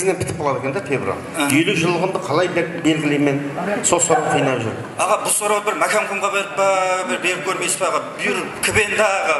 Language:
Kara-Kalpak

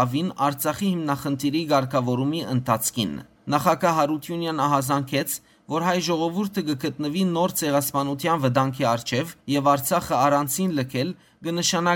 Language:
Western Armenian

